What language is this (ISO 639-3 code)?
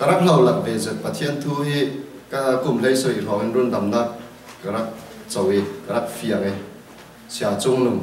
cfm